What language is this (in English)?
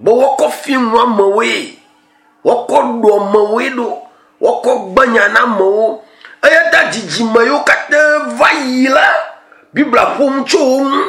Ewe